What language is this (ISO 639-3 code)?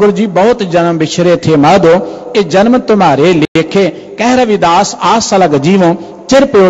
pan